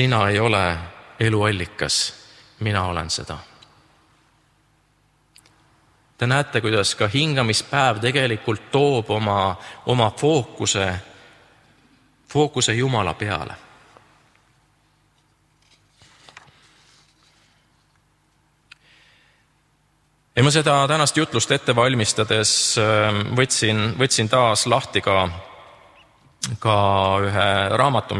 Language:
Estonian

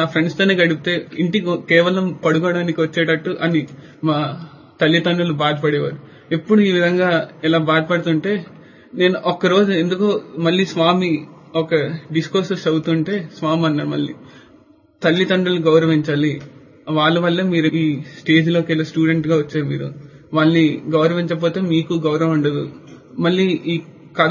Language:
Telugu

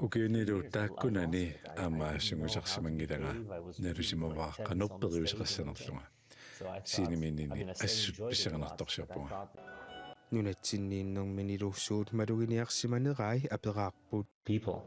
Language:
Kalaallisut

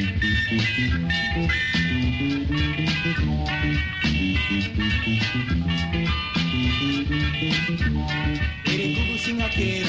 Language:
Kinyarwanda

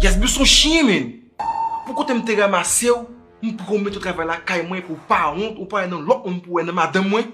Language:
Haitian Creole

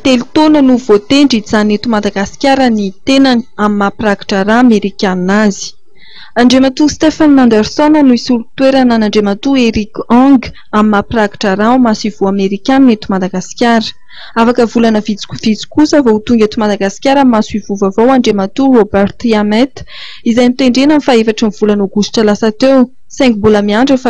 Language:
Malagasy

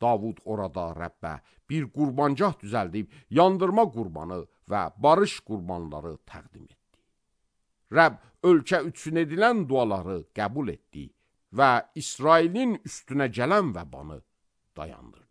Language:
Azerbaijani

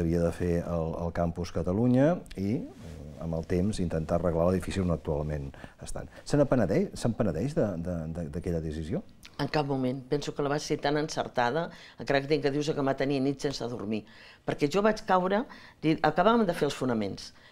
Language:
Catalan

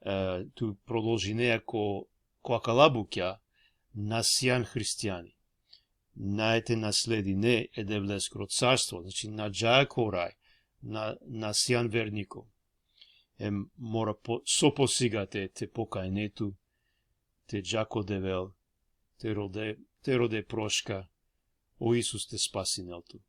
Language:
Balkan Romani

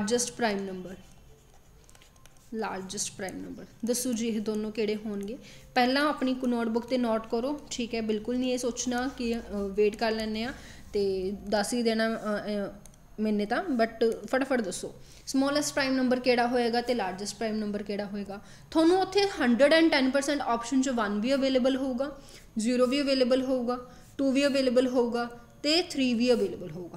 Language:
Punjabi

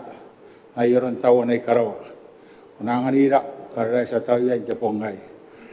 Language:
Gilbertese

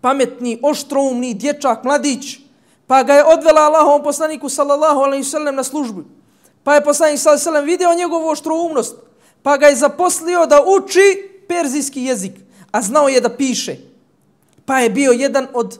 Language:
Bosnian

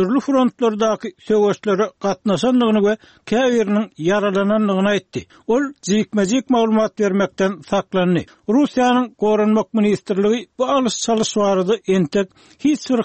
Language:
Turkmen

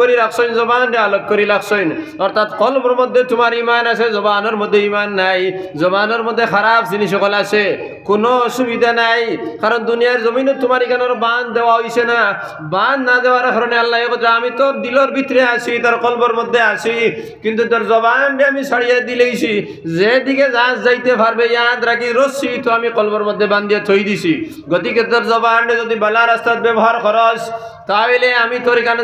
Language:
Sylheti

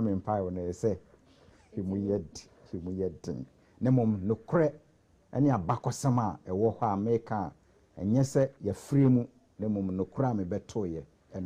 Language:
Akan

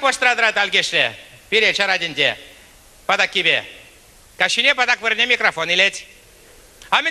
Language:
Chuvash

